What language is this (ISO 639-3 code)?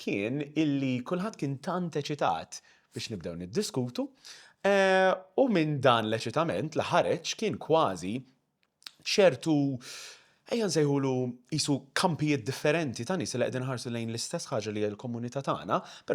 mlt